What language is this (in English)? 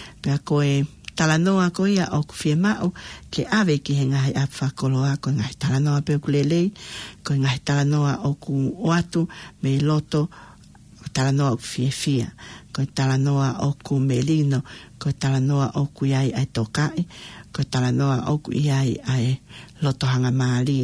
Tongan